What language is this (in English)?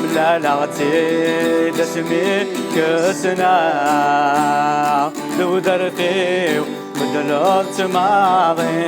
Kabyle